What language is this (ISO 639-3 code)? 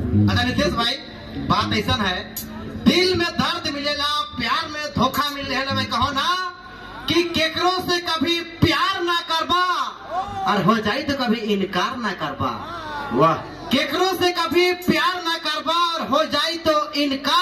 sck